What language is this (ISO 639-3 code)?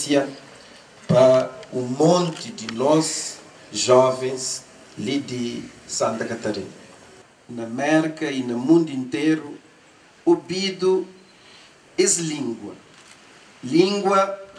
kea